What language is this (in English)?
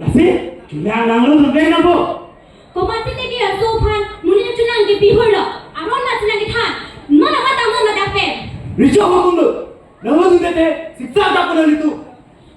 Karbi